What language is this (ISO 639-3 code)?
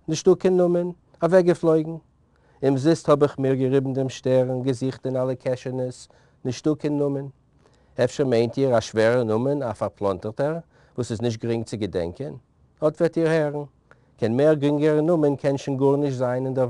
yid